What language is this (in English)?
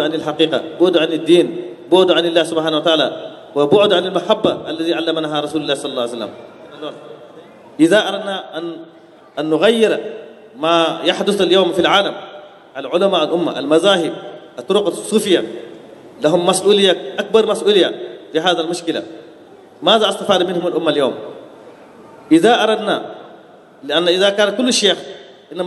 Arabic